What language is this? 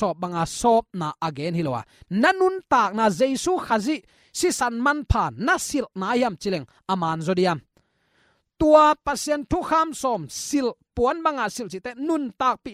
Tedim Chin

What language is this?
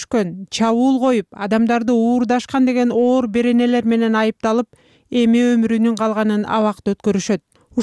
Kyrgyz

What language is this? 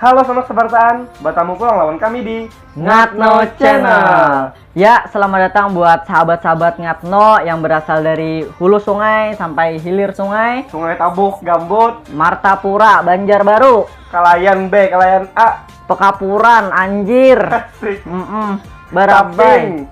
Banjar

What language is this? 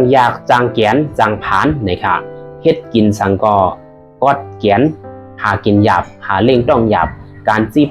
Shan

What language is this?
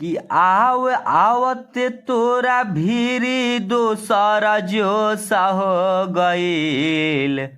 Bhojpuri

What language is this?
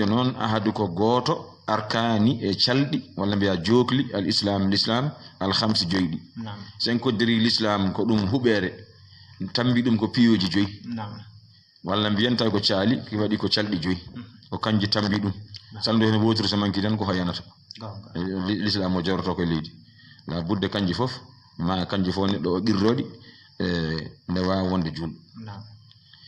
Fula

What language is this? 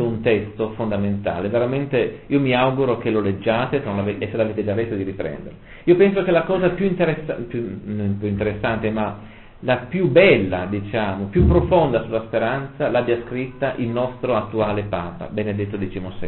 Italian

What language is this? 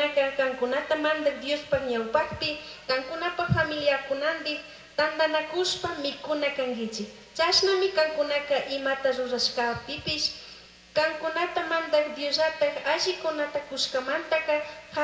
Chimborazo Highland Quichua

